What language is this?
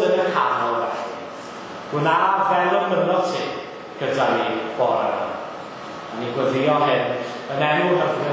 Welsh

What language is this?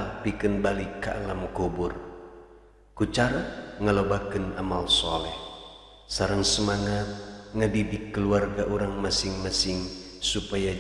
Sundanese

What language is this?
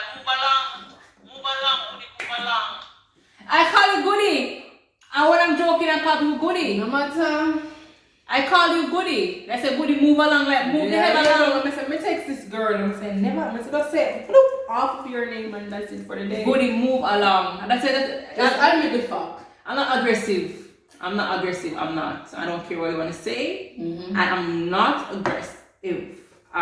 Jamaican Creole English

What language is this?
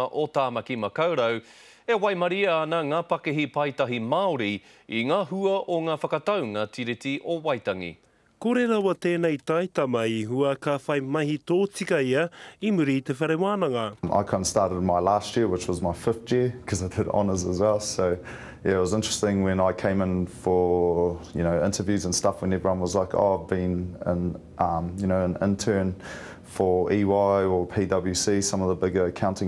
Māori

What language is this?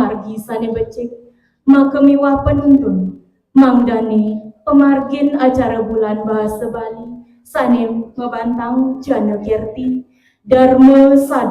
Balinese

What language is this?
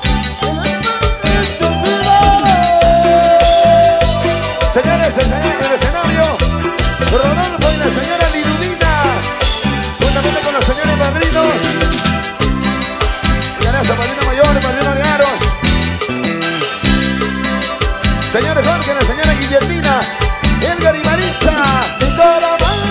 Spanish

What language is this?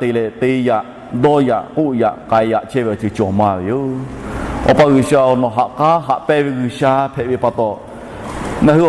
Lahu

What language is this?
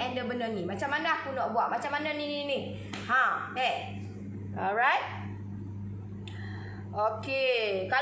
Malay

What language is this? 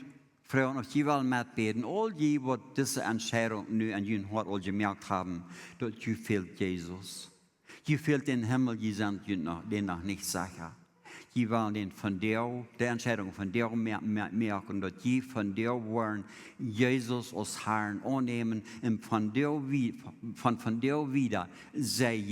Plautdietsch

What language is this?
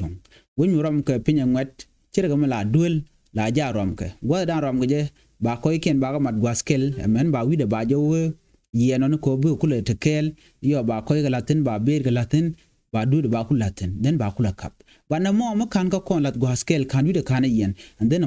Nuer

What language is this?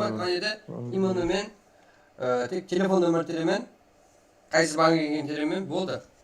Kara-Kalpak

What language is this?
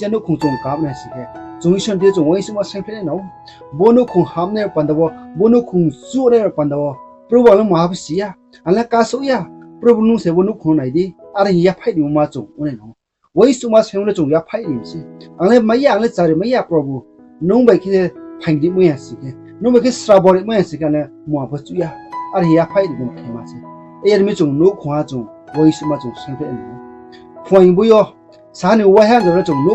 Riang (India)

